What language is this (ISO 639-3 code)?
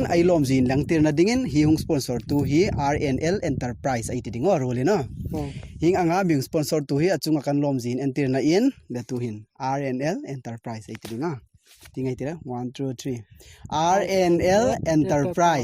hmr